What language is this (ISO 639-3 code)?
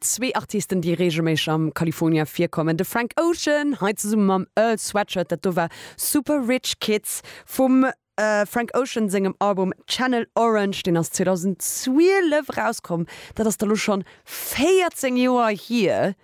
ltz